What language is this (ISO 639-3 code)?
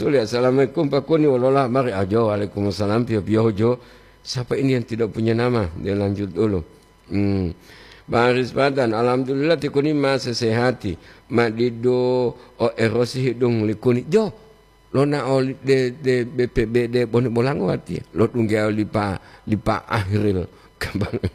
gor